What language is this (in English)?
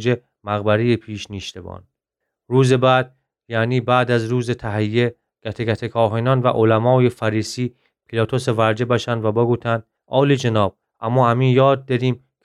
Gilaki